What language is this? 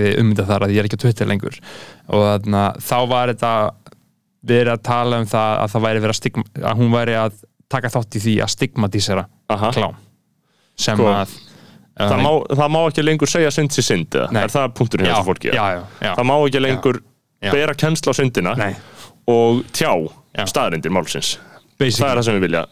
Icelandic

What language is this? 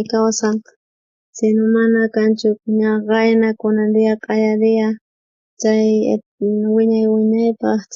South Bolivian Quechua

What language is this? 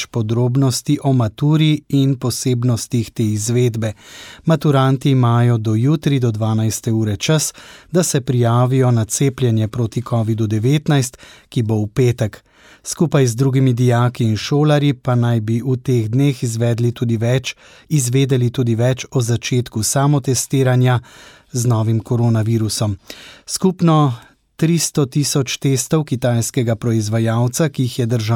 Slovenian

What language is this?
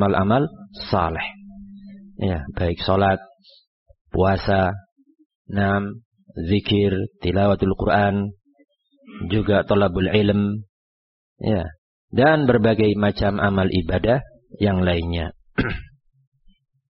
Indonesian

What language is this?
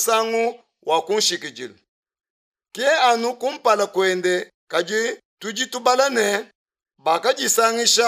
Luba-Lulua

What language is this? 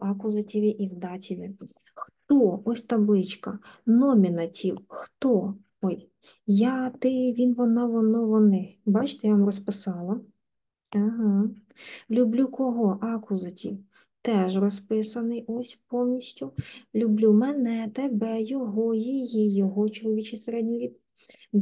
Ukrainian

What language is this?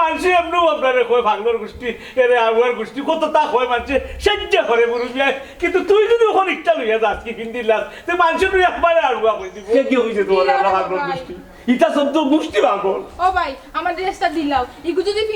Sylheti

